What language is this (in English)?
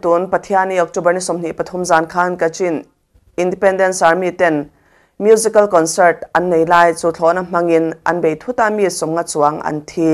Mizo